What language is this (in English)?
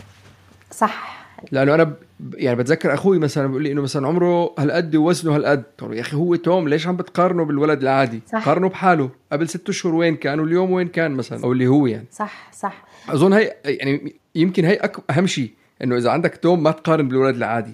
North Levantine Arabic